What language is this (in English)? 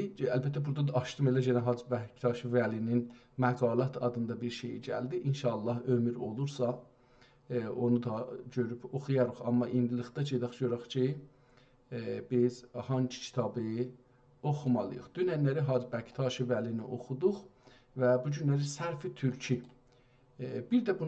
South Azerbaijani